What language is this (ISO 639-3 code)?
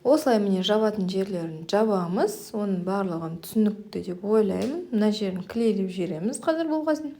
kaz